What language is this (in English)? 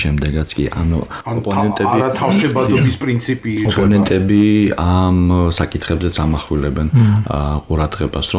Georgian